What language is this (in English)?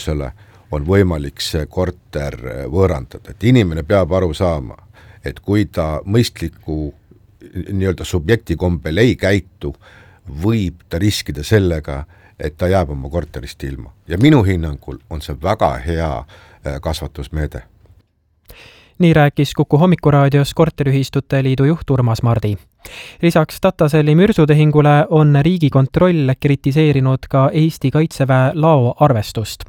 Estonian